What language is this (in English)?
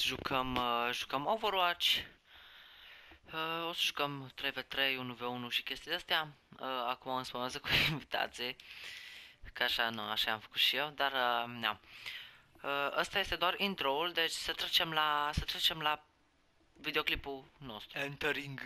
Romanian